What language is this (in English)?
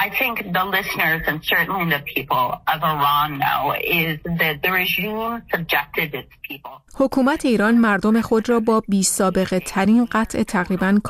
Persian